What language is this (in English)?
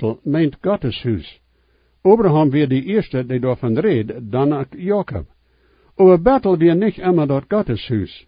Plautdietsch